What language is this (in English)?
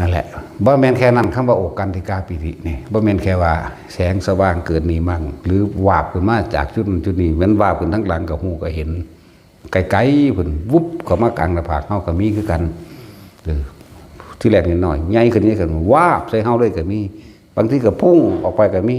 Northeastern Thai